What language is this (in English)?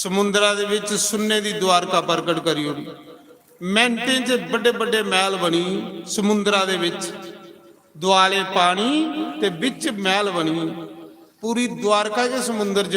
Dogri